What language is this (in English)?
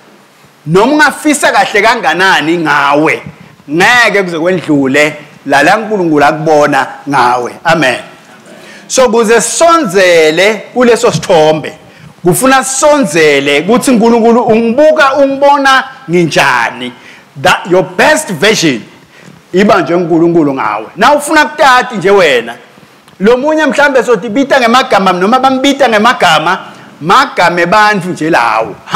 Swati